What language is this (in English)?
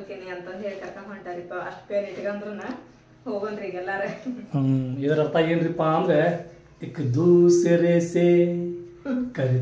Kannada